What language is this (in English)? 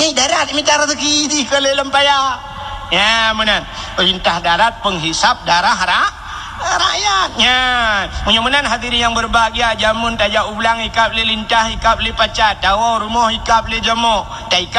Achinese